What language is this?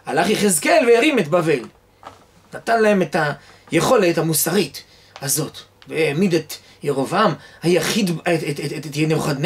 Hebrew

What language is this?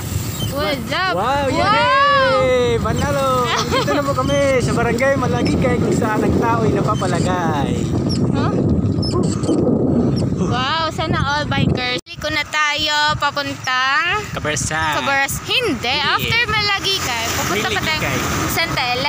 Filipino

